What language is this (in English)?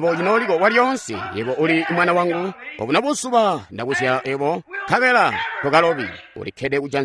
Tonga (Zambia)